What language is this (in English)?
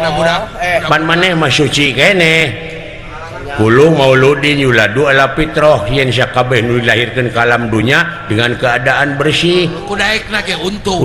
Sundanese